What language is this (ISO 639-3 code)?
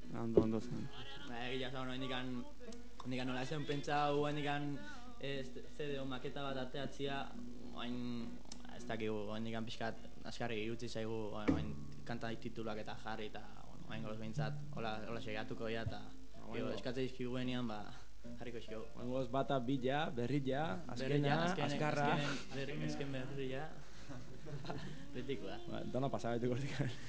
eus